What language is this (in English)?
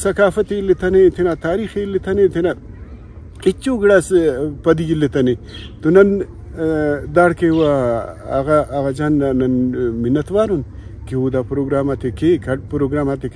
Brahui